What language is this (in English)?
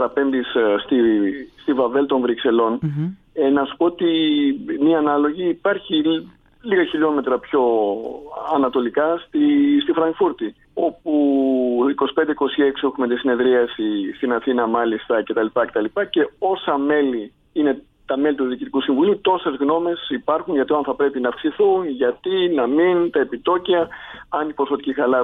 Greek